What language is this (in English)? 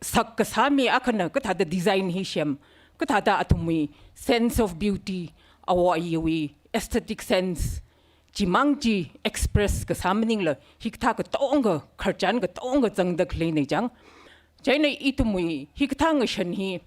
Tangkhul Naga (India)